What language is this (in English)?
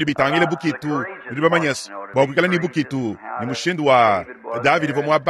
Luba-Lulua